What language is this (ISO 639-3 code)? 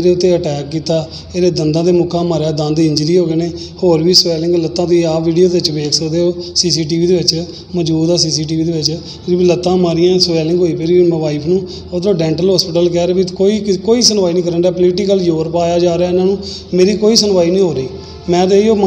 pan